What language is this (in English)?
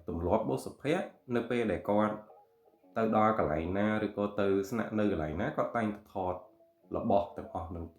Khmer